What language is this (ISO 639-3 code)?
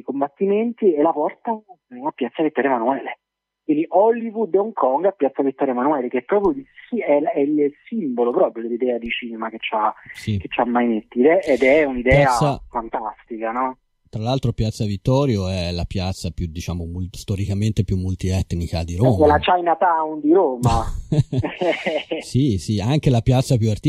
ita